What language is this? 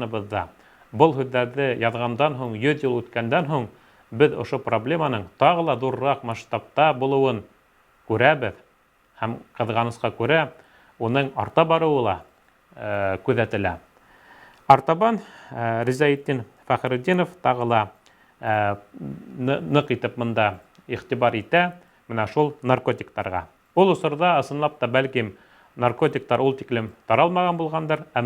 Bashkir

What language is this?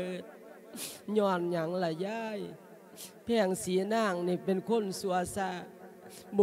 Lao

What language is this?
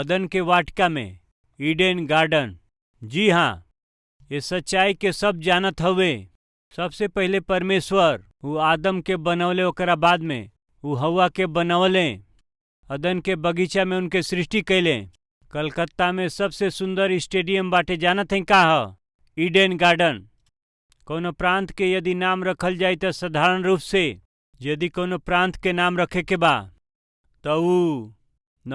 Bhojpuri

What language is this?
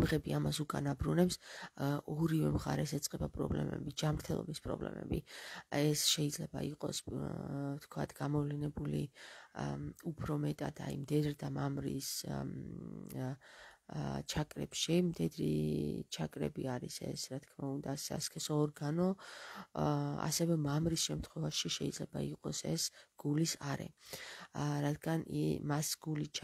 Georgian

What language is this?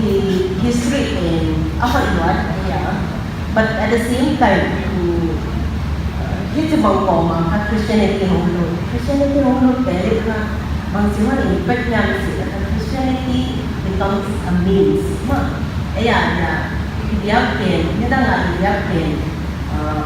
Paite Chin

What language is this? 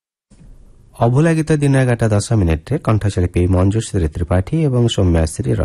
Odia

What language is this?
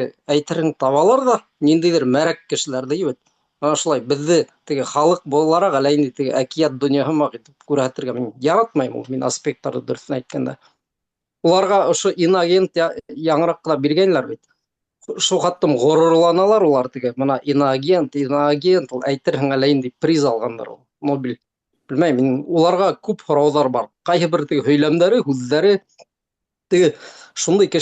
Bashkir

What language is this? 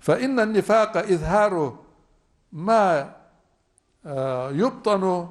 Ingush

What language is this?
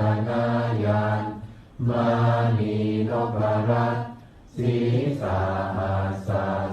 Pali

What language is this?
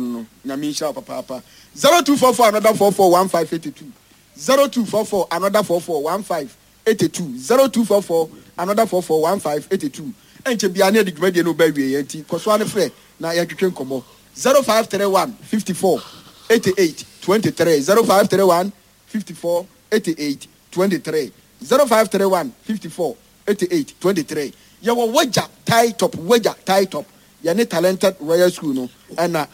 Akan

